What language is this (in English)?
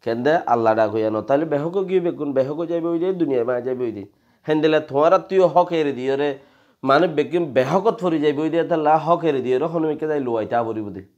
Rohingya